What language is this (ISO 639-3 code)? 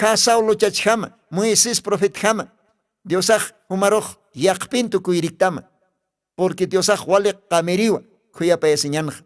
aym